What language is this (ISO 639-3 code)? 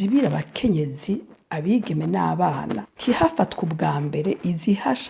run